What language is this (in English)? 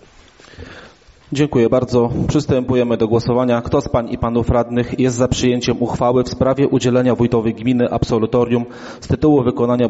Polish